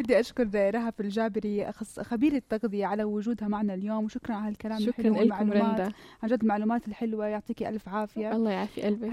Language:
North Levantine Arabic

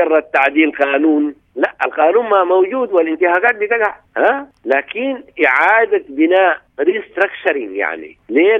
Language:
Sudanese Arabic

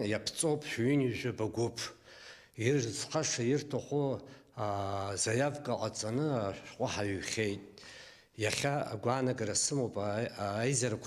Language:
Abkhazian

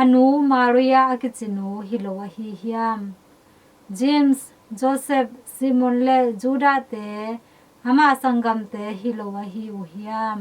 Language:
Tedim Chin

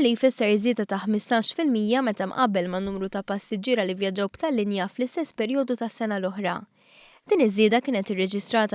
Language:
Maltese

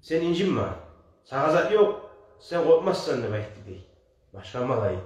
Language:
Kumyk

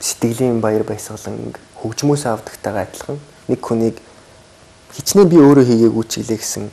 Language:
Mongolian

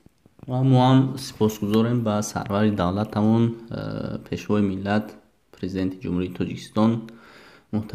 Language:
Tajik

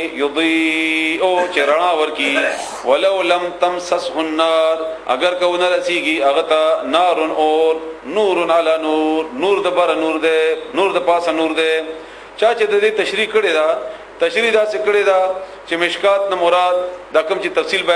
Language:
Pashto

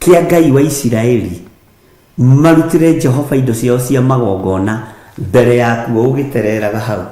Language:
Kikuyu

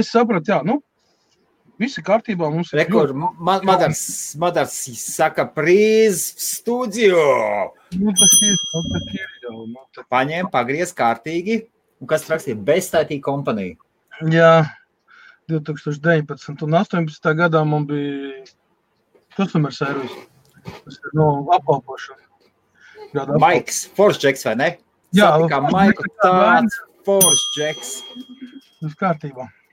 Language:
Latvian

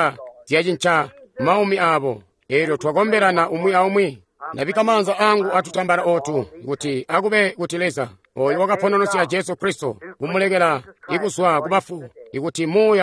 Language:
Tonga (Zambia)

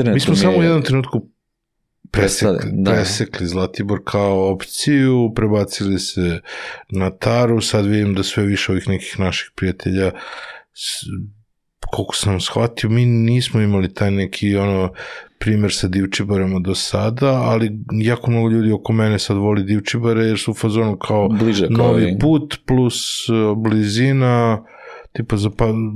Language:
Serbian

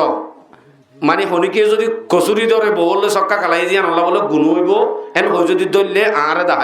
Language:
Rohingya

